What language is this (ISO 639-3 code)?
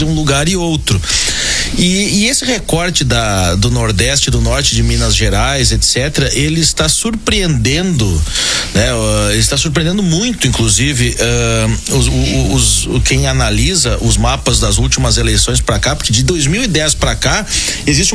por